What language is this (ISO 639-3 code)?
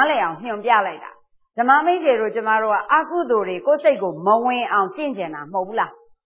mya